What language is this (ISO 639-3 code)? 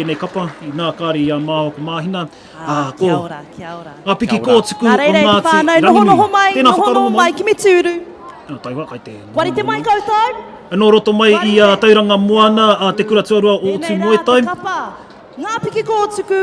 mri